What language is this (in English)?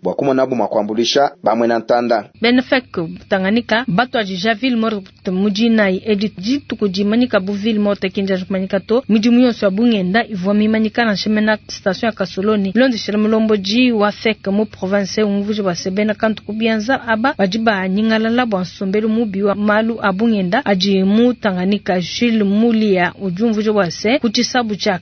Luba-Lulua